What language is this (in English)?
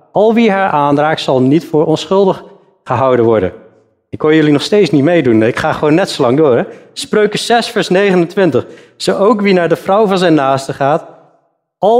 Dutch